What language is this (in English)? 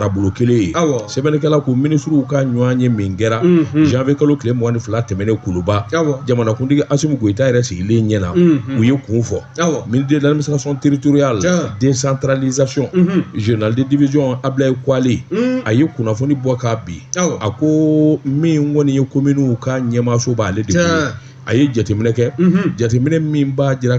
Bambara